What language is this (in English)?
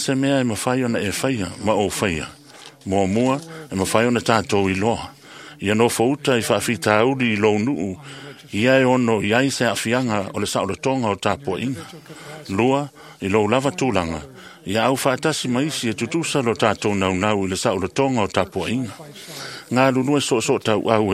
Samoan